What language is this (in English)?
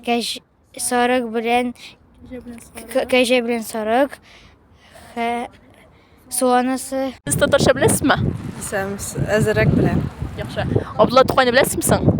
Tatar